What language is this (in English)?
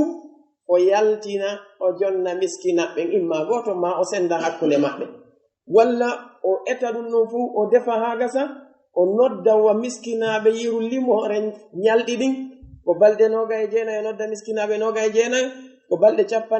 Pular